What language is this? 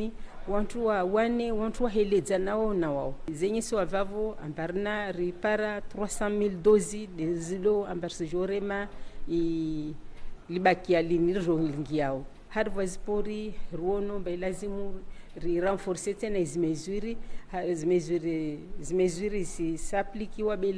Ngazidja Comorian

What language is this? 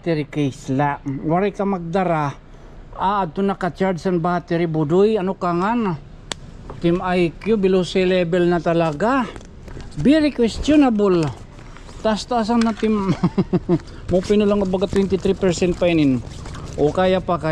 Waray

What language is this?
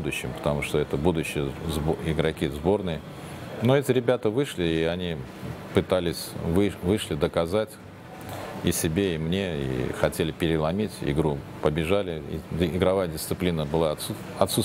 Russian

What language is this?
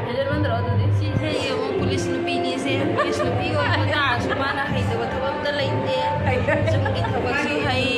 Manipuri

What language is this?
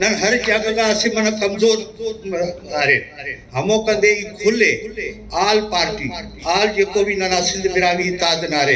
Brahui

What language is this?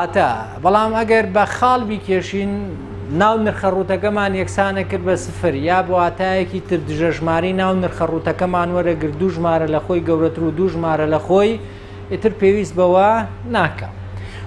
Central Kurdish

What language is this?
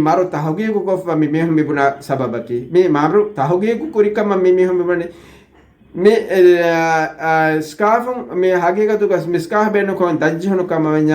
Divehi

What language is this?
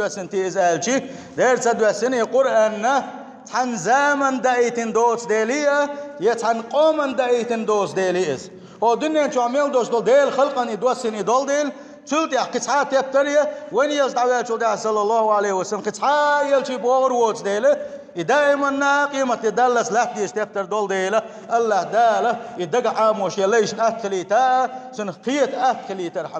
Chechen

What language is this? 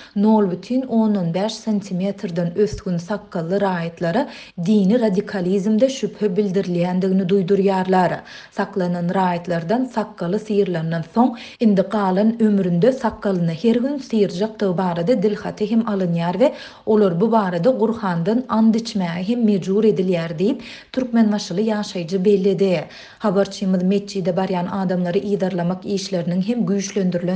Turkmen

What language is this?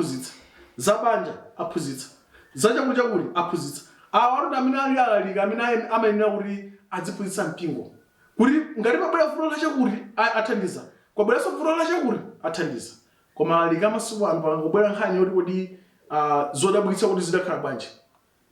Nyanja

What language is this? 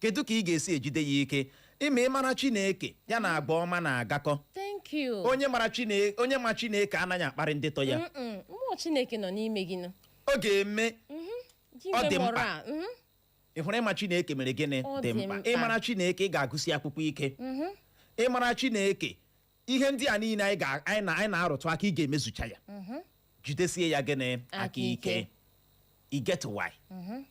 Igbo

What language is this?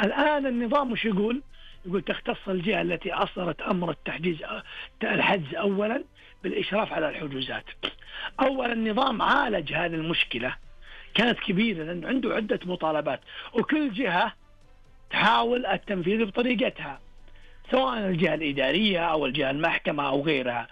Najdi Arabic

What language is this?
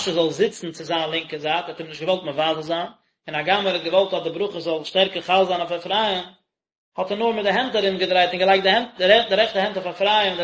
Yiddish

